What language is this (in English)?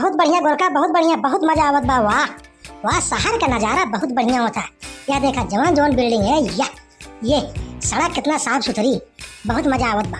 Awadhi